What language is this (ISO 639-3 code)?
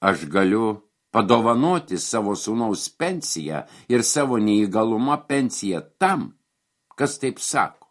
lit